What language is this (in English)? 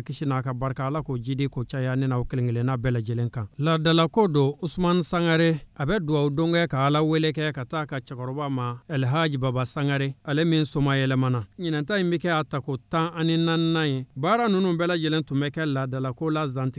Bambara